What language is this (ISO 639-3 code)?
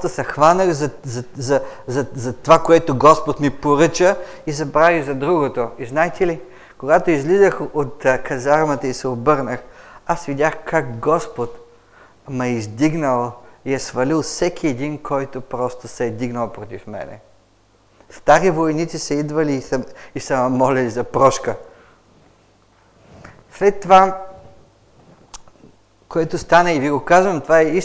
bul